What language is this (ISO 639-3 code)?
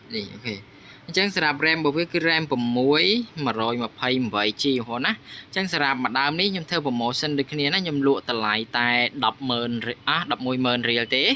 khm